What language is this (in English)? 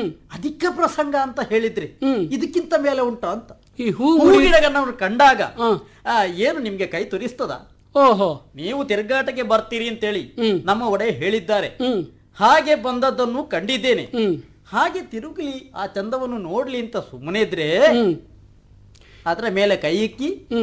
Kannada